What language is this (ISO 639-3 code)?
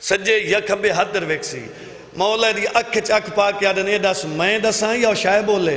skr